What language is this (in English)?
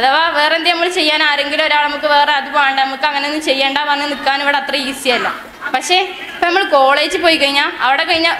Malayalam